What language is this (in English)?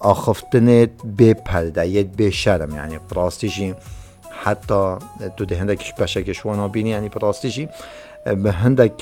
Kurdish